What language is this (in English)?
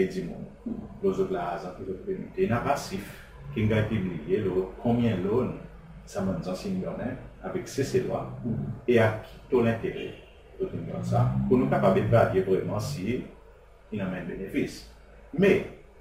Seselwa Creole French